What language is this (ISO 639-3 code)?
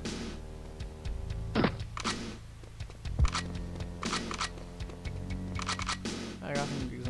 eng